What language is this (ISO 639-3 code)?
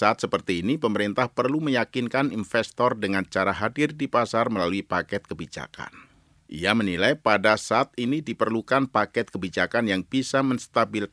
ind